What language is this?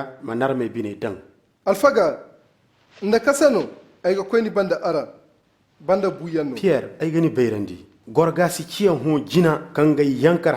Zarma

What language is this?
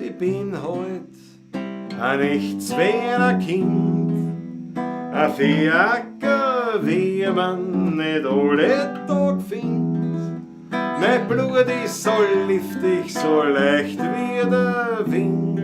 Bavarian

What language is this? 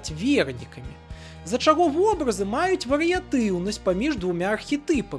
Belarusian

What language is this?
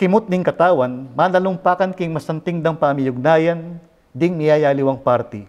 Pampanga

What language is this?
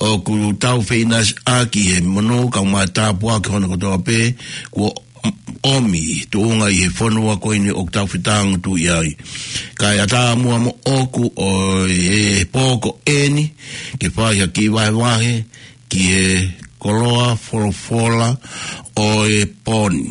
Tongan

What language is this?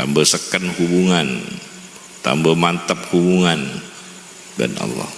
Madurese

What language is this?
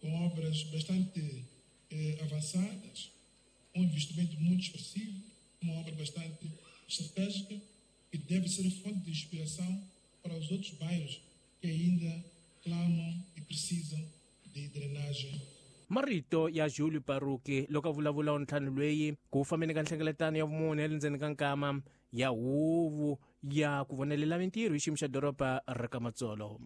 Tsonga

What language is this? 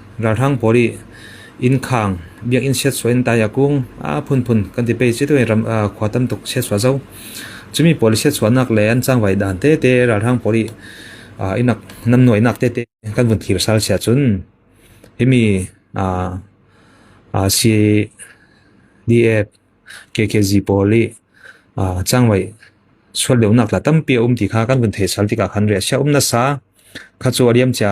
Falam Chin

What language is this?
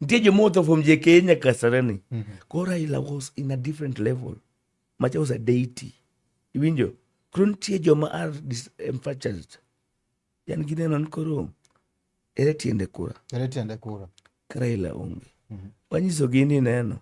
Luo (Kenya and Tanzania)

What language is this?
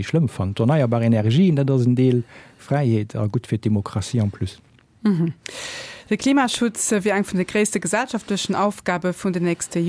Luxembourgish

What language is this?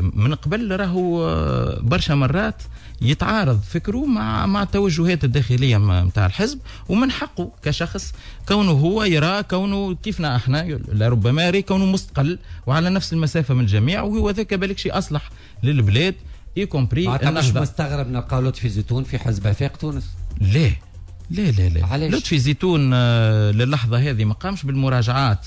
Tunisian Arabic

